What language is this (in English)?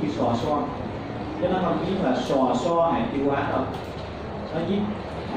Vietnamese